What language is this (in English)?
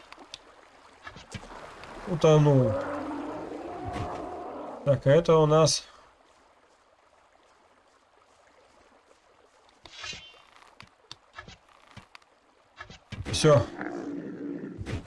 Russian